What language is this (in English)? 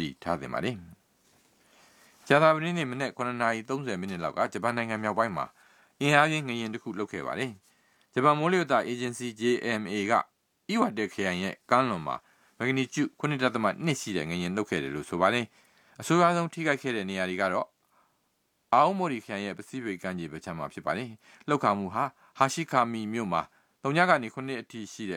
Burmese